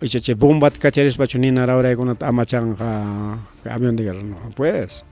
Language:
Ayacucho Quechua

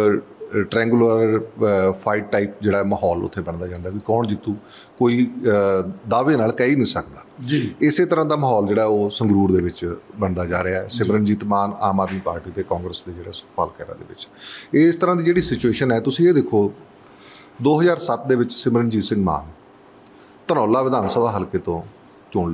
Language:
Punjabi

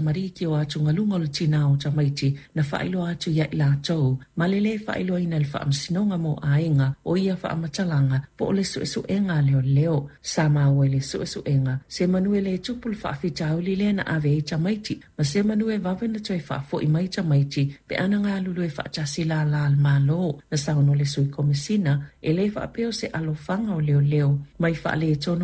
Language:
Samoan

